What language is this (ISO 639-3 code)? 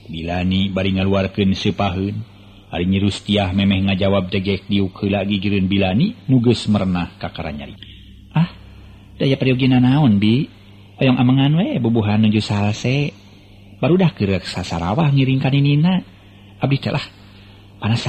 sun